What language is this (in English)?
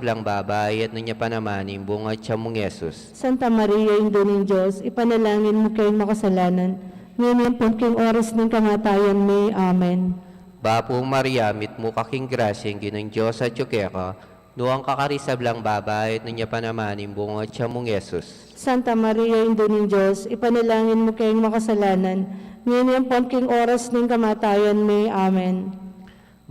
Pampanga